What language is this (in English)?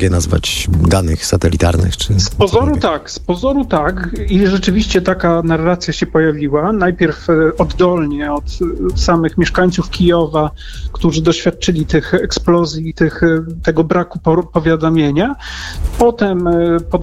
Polish